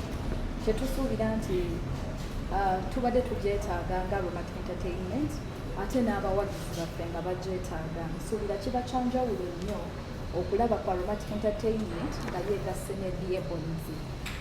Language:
Ganda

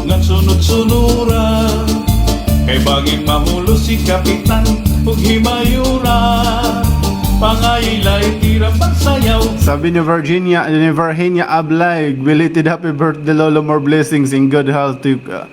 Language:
Waray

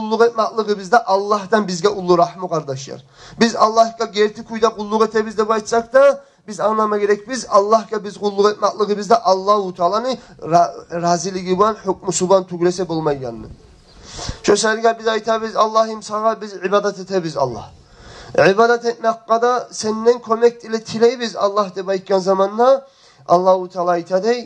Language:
Kumyk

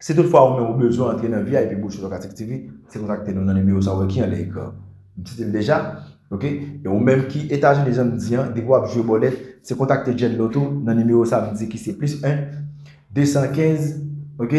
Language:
Haitian Creole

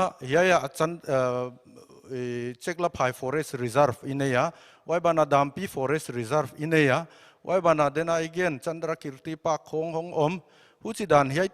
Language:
Paite Chin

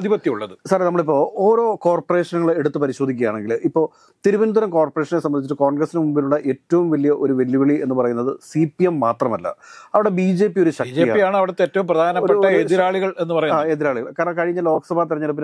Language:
Malayalam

